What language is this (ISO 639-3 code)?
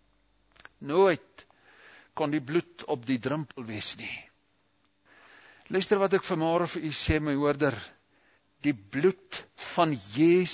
afr